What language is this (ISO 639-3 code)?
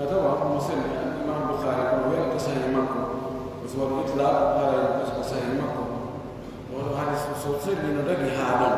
fuf